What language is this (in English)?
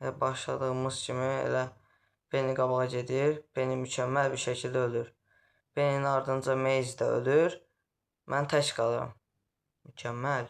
Azerbaijani